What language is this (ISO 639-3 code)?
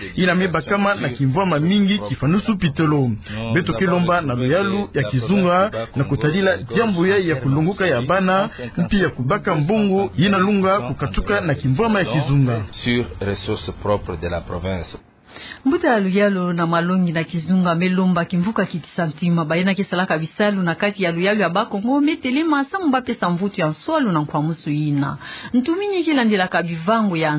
ktu